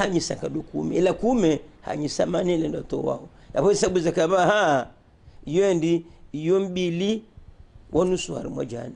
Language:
Ngazidja Comorian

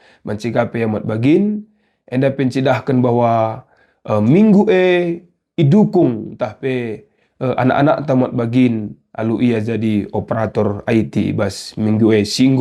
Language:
Batak Karo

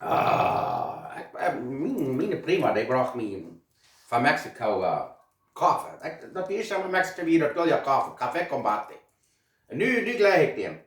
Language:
Plautdietsch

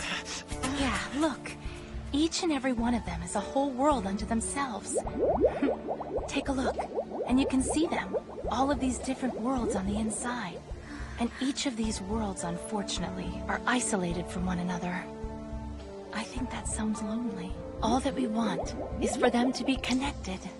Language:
English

